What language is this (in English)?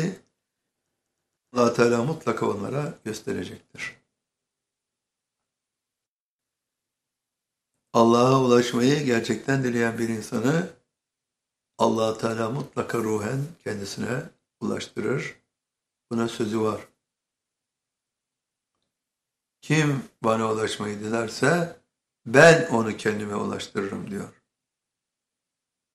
Turkish